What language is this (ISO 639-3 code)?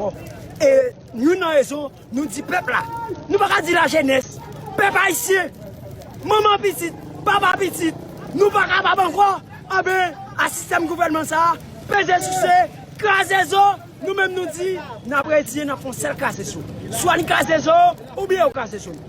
hat